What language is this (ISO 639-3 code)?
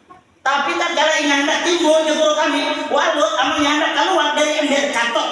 bjn